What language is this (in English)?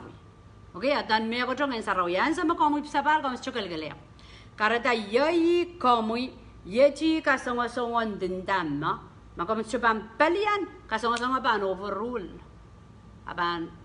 Pohnpeian